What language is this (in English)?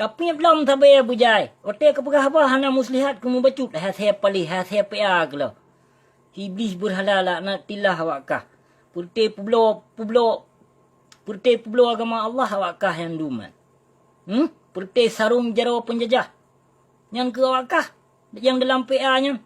Achinese